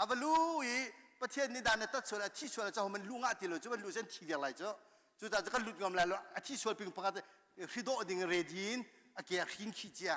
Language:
Hakha Chin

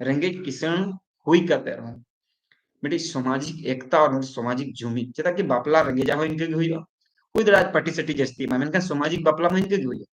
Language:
Santali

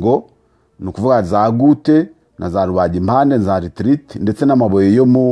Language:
Kinyarwanda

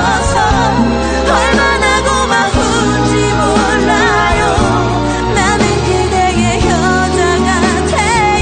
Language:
Korean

